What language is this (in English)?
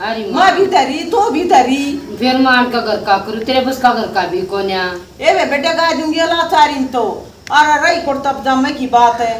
Haryanvi